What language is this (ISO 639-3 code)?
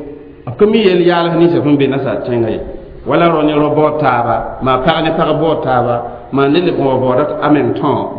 mos